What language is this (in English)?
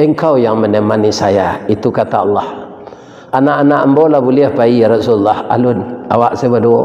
Minangkabau